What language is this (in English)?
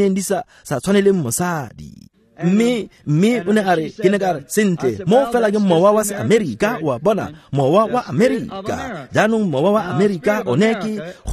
Tswana